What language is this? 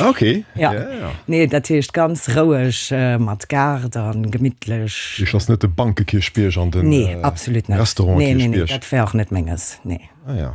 Luxembourgish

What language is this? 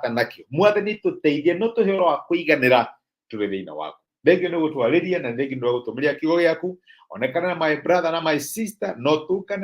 Kikuyu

